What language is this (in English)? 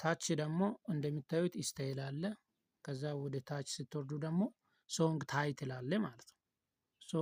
Amharic